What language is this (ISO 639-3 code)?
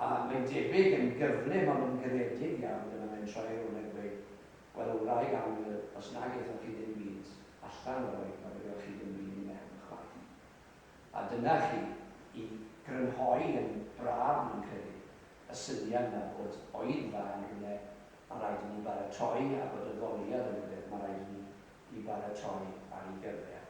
cym